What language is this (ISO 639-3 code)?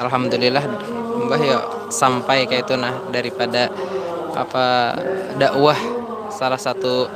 bjn